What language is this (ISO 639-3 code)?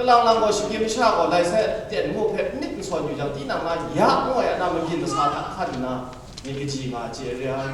kac